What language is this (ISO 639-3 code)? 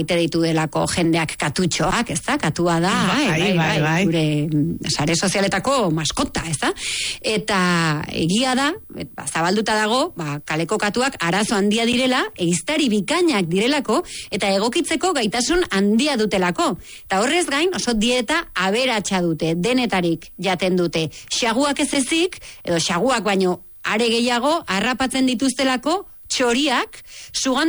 eus